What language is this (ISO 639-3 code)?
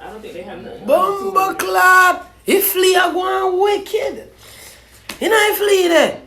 jam